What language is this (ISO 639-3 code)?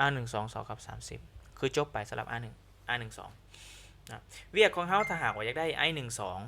lao